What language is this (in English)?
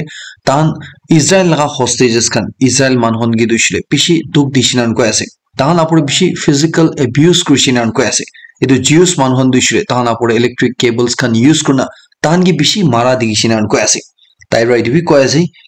Naga Pidgin